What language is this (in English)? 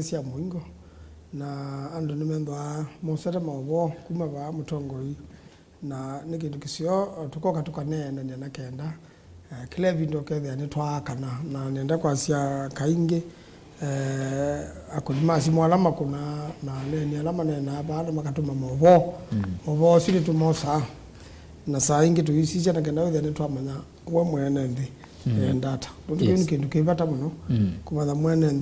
Kamba